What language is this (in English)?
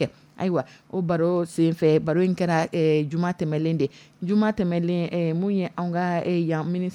Dyula